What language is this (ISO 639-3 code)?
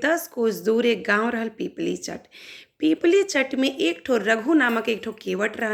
bho